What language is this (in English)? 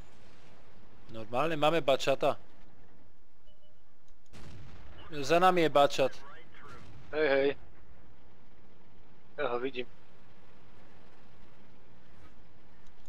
Slovak